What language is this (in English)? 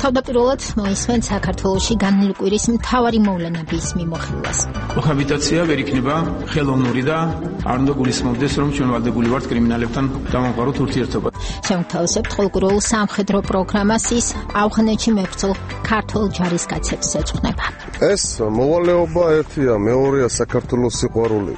Georgian